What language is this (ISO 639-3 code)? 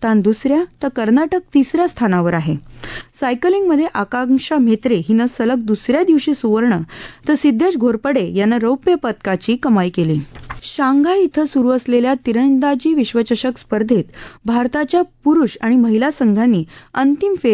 mar